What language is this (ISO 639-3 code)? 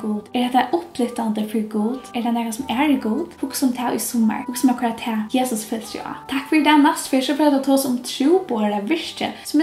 fao